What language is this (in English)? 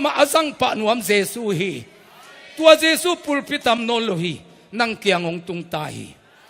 Tedim Chin